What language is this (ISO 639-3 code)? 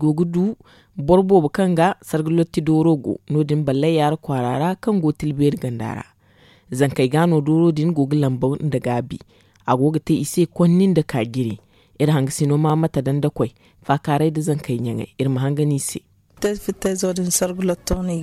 dje